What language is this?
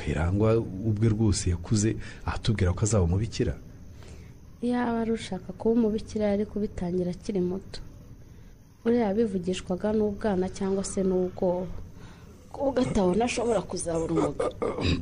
Kinyarwanda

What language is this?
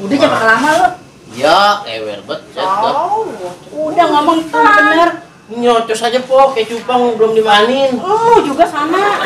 Betawi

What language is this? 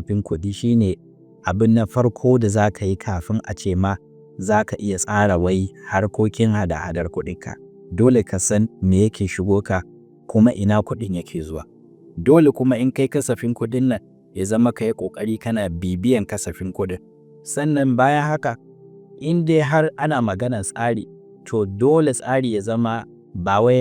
Hausa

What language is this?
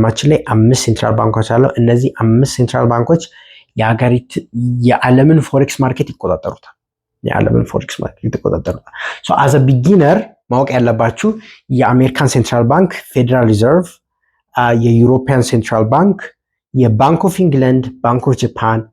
Amharic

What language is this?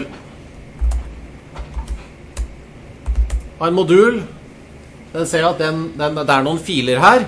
Norwegian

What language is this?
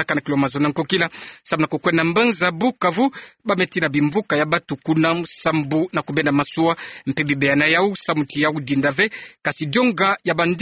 Kituba (Democratic Republic of Congo)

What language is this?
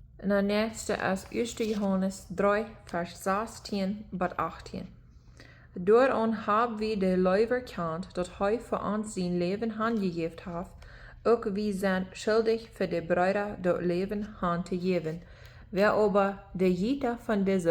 Plautdietsch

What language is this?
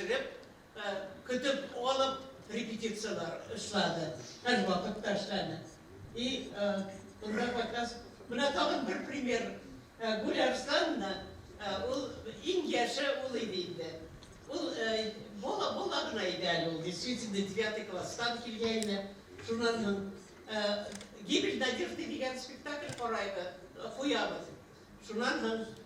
Bashkir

